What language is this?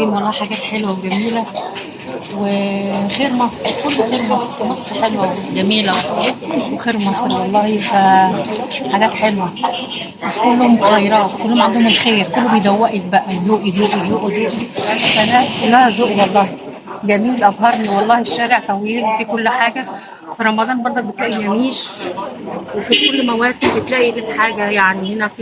Egyptian Arabic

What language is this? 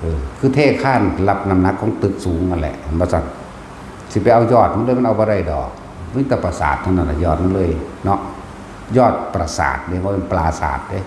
Northeastern Thai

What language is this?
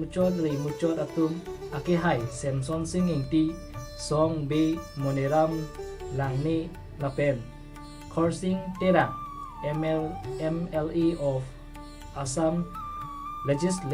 Karbi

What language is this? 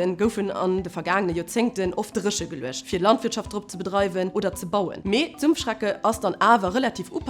Luxembourgish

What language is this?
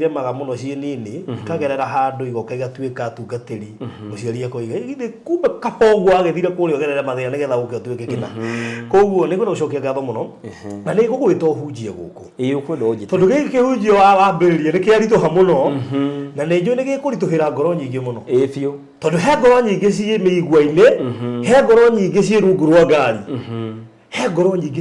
Kikuyu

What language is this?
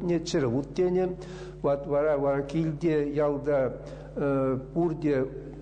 Chuvash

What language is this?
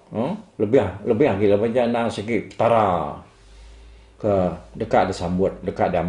Iban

